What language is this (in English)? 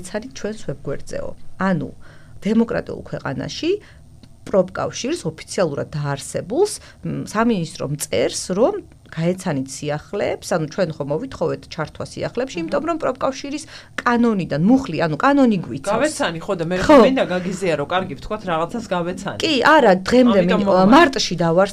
Georgian